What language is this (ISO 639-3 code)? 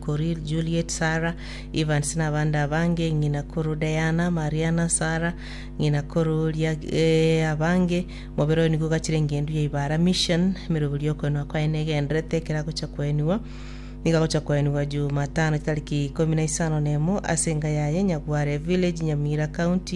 guz